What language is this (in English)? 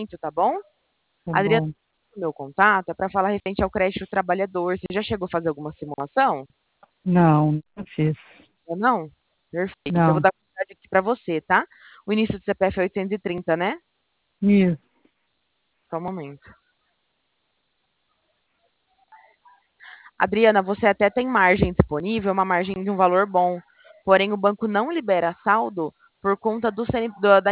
Portuguese